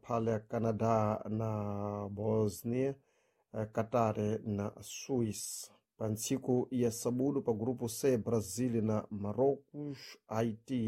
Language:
Sena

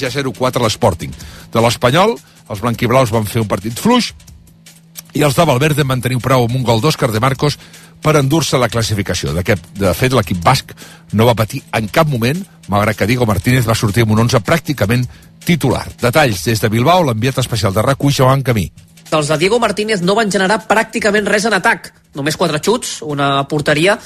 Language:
Catalan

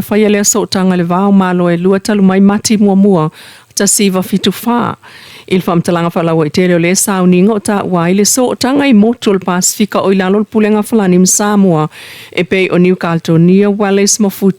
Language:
Samoan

